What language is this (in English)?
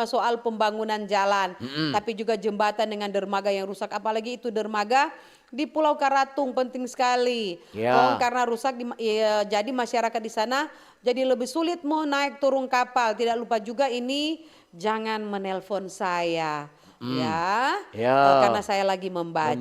Manado Malay